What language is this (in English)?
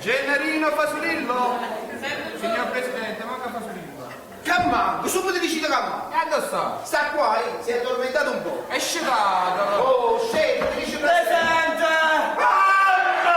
Neapolitan